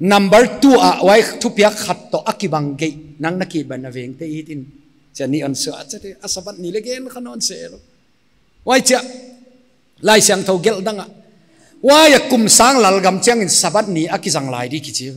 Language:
Paite Chin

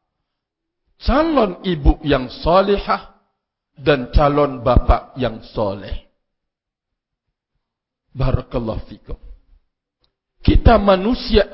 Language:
Malay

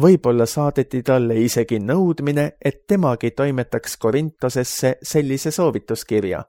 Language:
Estonian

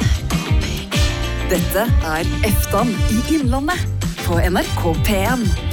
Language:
Norwegian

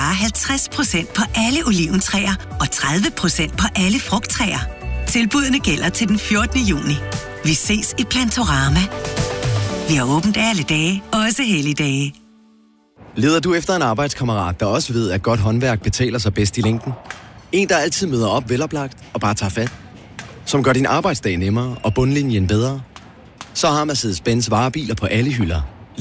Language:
Danish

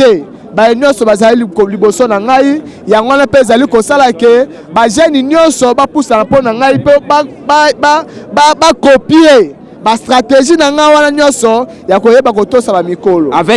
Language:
Lingala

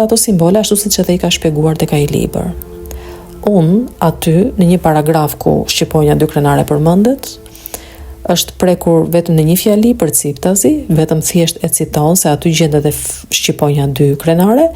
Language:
Albanian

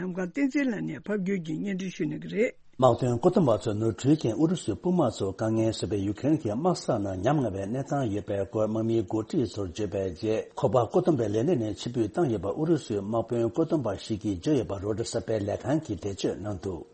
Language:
Tibetan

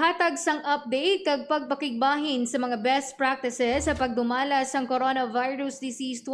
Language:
Hiligaynon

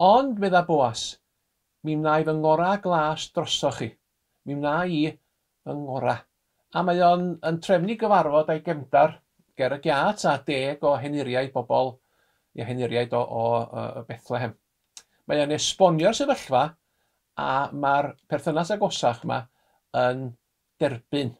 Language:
Welsh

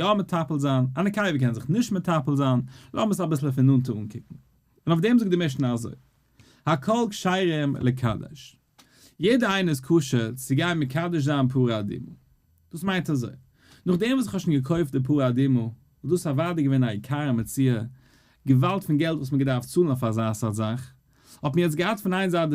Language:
Yiddish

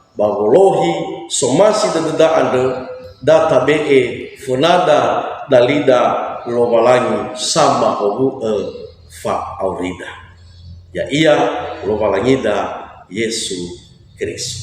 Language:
Nias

